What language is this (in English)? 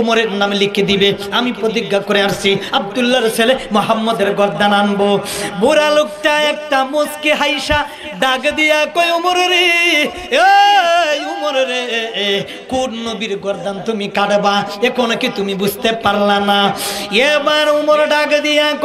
Sylheti